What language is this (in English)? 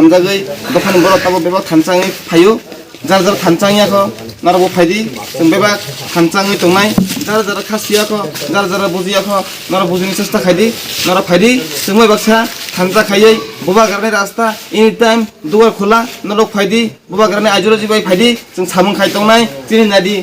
Kok Borok